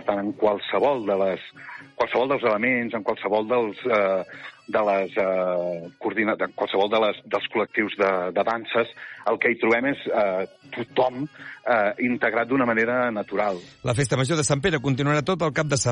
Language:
Catalan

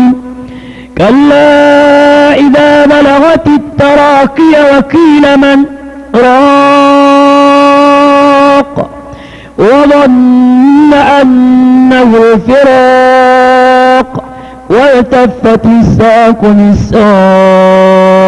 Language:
Maranao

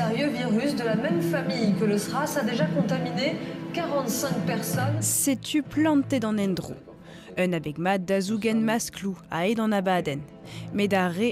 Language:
Breton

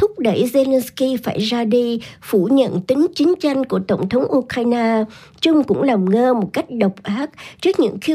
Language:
Vietnamese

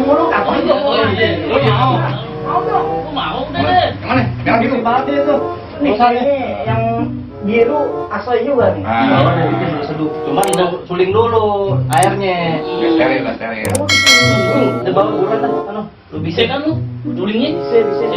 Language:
Betawi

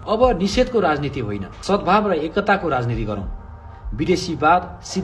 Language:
Nepali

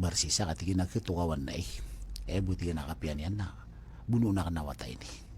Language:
Maranao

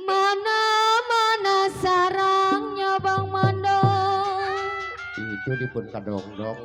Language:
Betawi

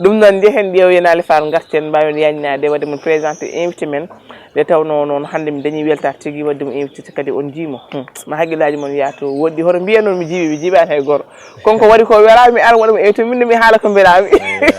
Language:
Fula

